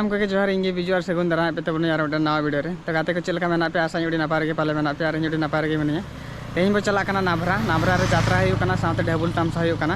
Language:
Santali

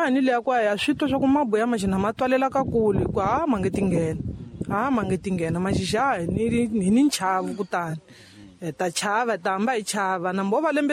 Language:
Tsonga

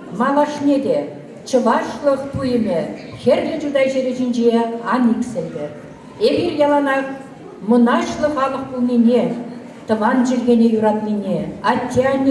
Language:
Chuvash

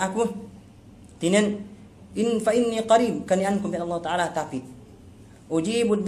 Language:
Yakan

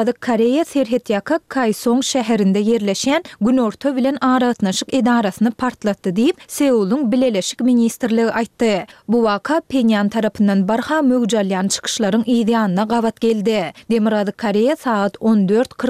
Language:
Turkmen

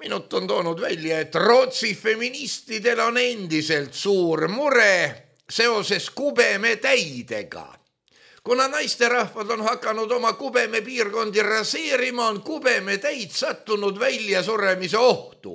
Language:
Estonian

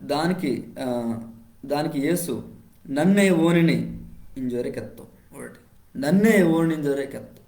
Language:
Koya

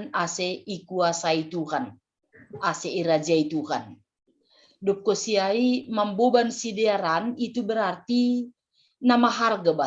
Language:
Batak Simalungun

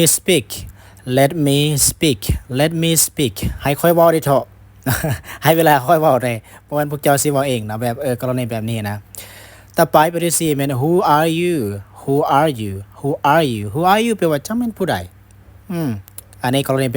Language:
Lao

